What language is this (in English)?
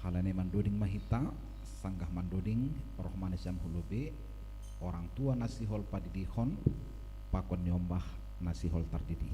Batak Simalungun